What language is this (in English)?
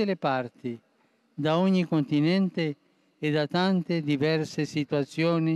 Italian